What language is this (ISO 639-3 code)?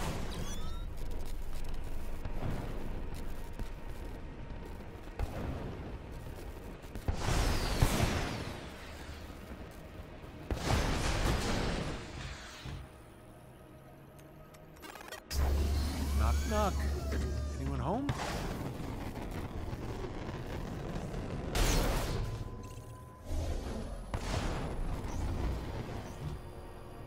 eng